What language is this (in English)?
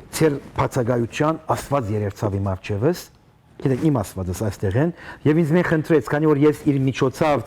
Western Armenian